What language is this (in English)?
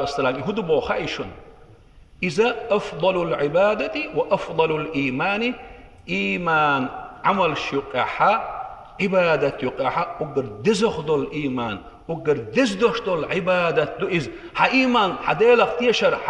Chechen